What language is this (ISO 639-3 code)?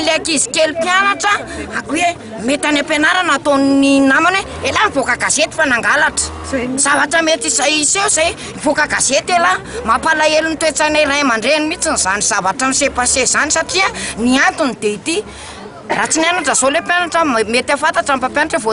mlg